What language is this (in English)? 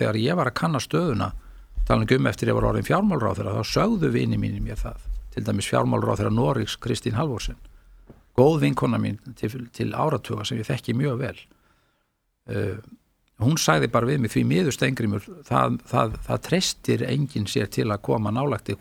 Icelandic